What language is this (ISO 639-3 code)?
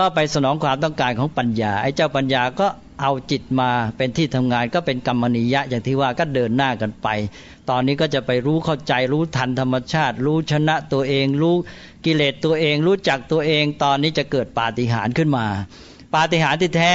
tha